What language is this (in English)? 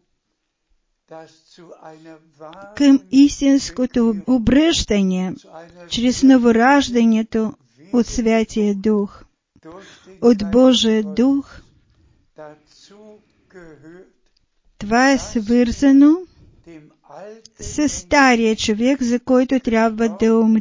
Bulgarian